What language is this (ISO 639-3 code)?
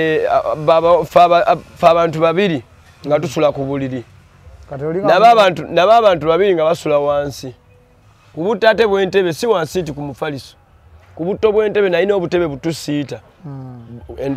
lug